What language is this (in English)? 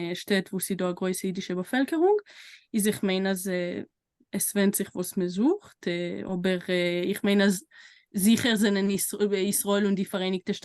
Yiddish